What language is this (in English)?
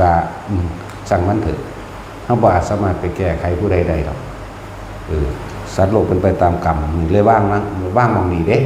Northeastern Thai